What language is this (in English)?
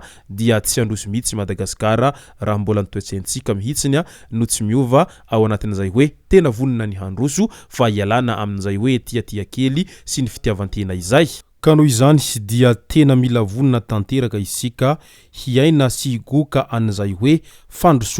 Malagasy